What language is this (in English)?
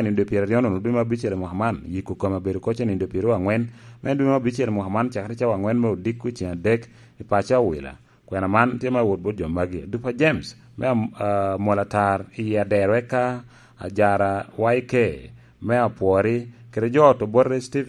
Lango (Uganda)